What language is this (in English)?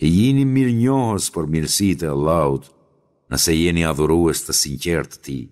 Albanian